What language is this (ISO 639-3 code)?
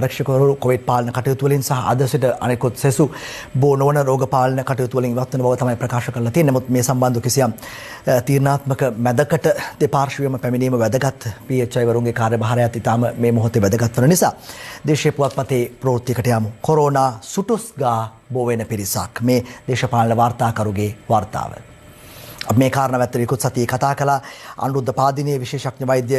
sin